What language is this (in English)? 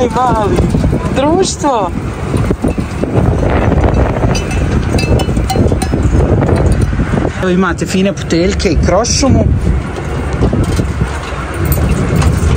Bosnian